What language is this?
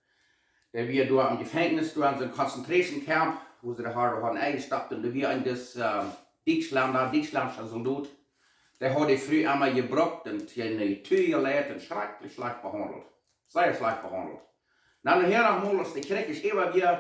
Plautdietsch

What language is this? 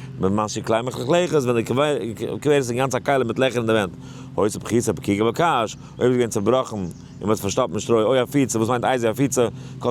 Yiddish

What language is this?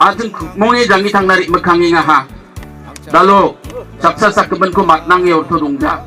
Garo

